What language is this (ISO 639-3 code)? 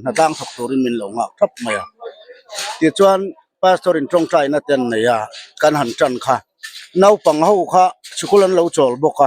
lus